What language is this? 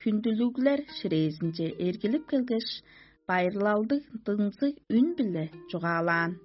Tuvinian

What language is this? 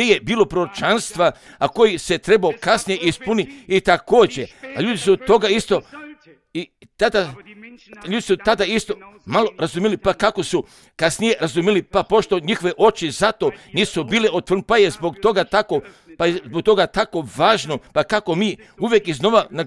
Croatian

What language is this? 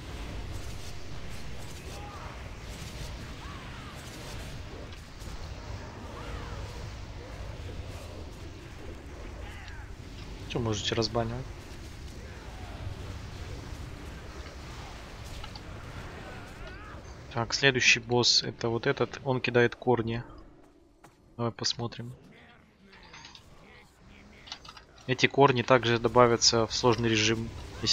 Russian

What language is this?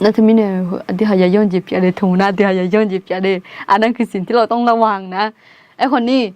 Akha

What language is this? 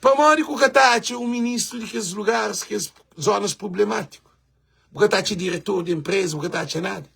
Kabuverdianu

